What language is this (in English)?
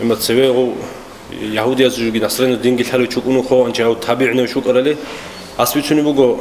Avaric